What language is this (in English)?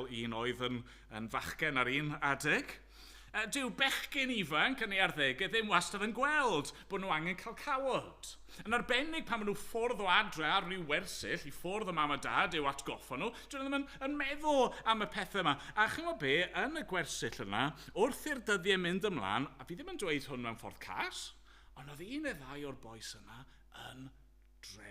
Welsh